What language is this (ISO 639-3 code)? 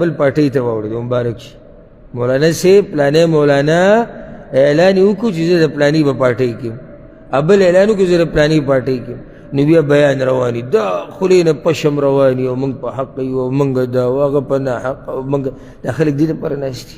pus